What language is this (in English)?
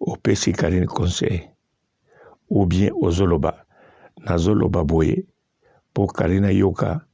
Lingala